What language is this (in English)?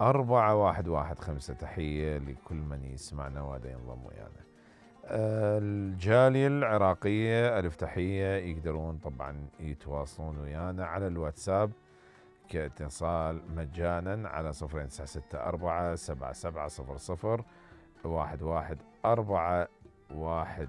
Mesopotamian Arabic